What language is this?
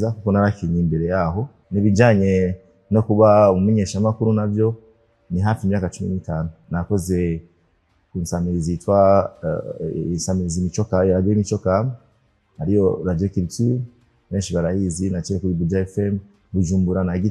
Rundi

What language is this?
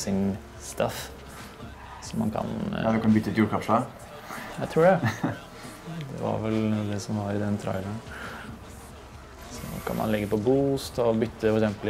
Norwegian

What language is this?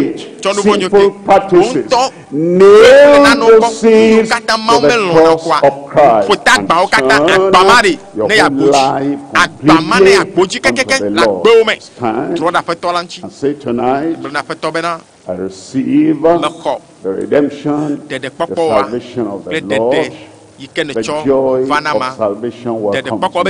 Ewe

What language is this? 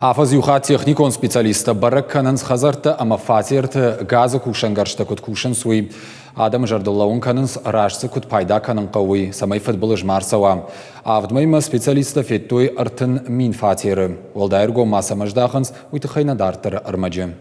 Ossetic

